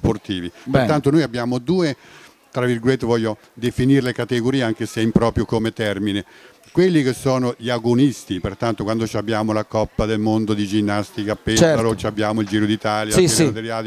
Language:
Italian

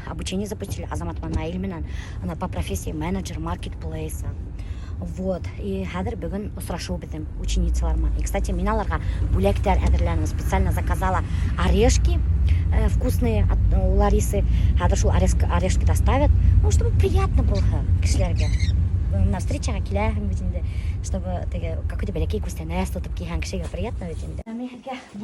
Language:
Bashkir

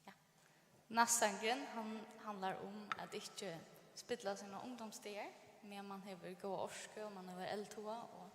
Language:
Faroese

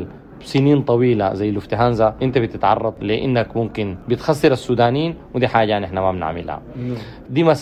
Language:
Sudanese Arabic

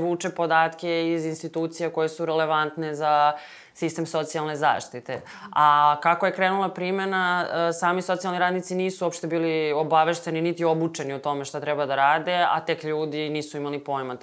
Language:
Serbian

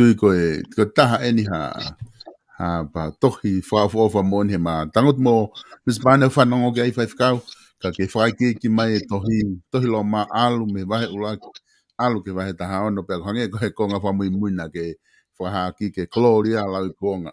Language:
Tongan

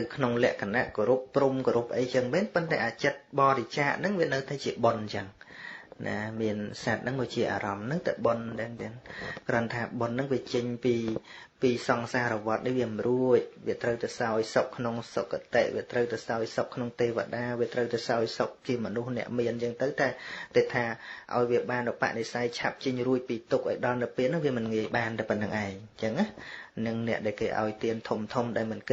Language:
Khmer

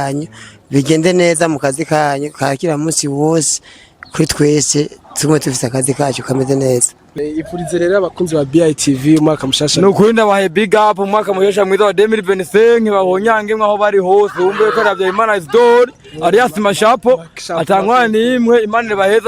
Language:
Rundi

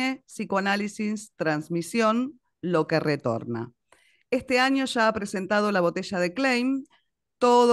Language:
Spanish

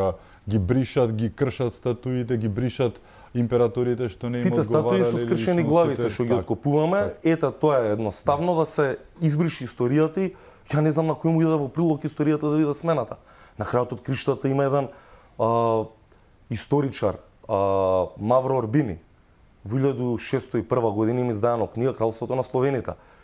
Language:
Macedonian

